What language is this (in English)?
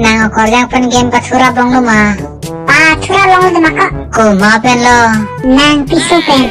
Karbi